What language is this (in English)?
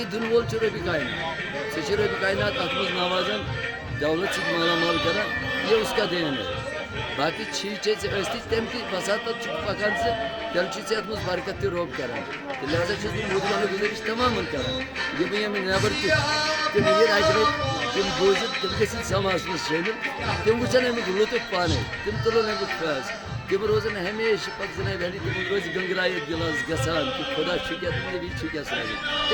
Kashmiri